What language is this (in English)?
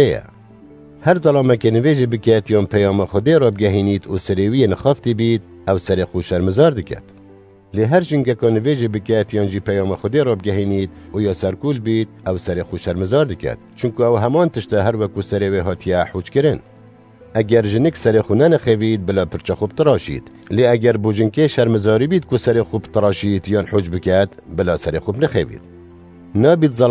Kurdish